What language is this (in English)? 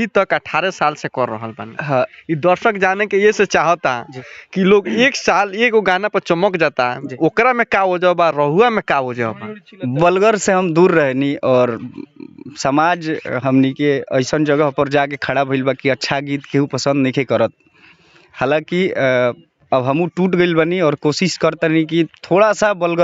Bhojpuri